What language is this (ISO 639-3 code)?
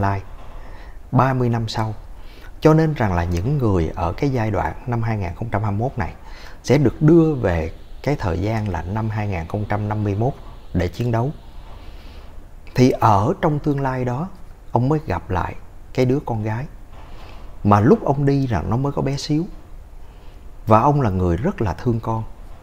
vie